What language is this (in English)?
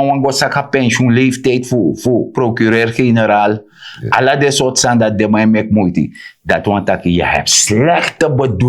Sranan Tongo